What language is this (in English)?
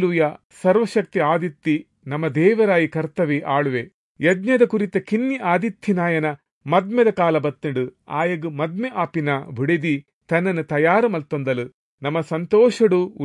Tulu